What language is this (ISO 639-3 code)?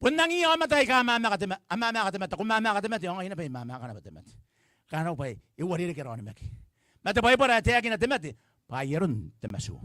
gil